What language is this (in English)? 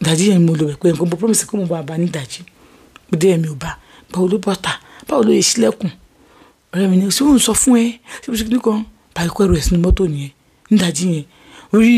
Yoruba